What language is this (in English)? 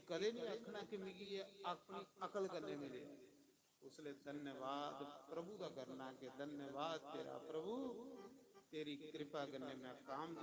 Dogri